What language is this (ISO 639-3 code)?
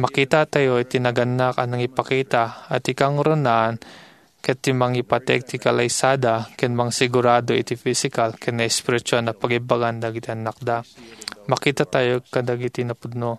ilo